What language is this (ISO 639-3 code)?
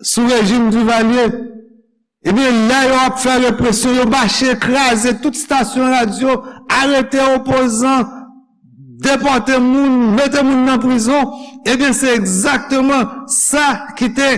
hat